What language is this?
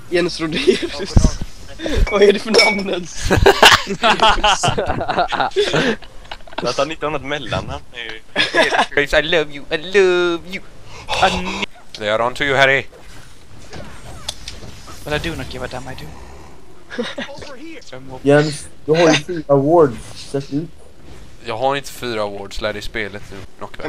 Swedish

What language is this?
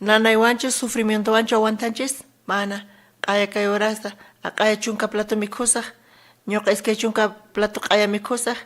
South Bolivian Quechua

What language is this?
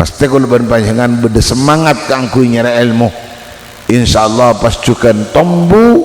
Madurese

